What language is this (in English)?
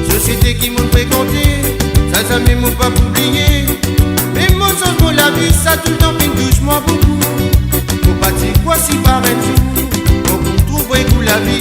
Morisyen